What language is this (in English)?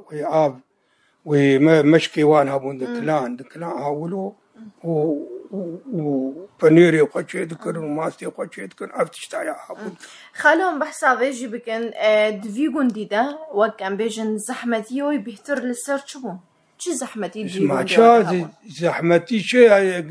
Kurdish